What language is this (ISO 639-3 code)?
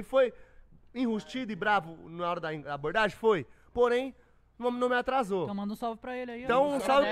por